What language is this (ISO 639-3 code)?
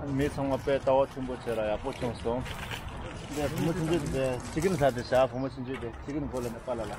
bod